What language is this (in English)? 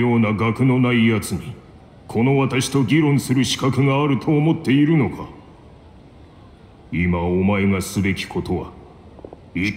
Japanese